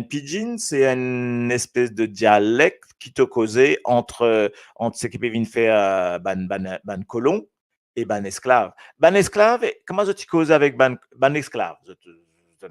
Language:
Morisyen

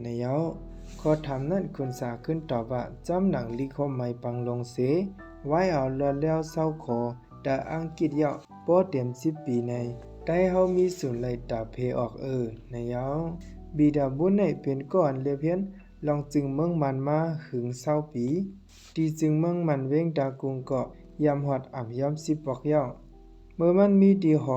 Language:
Shan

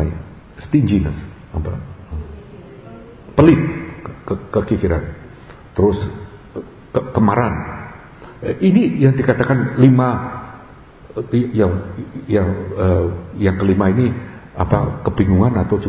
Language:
Indonesian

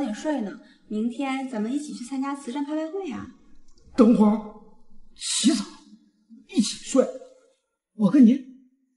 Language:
Chinese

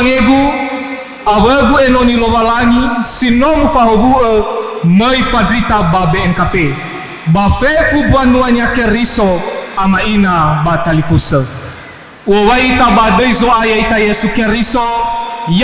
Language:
Nias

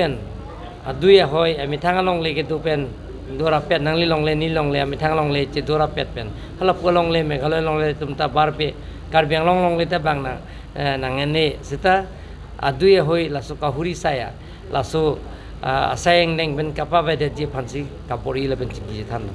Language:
Karbi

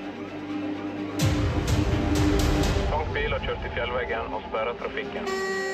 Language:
Norwegian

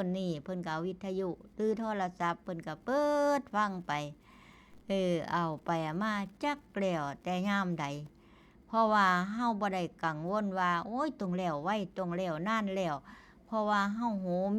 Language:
Northeastern Thai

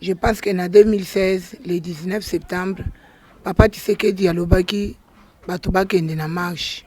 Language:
Lingala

